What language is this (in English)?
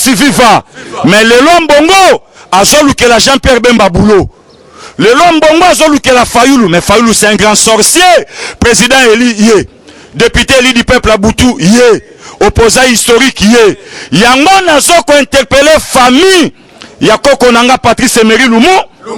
Lingala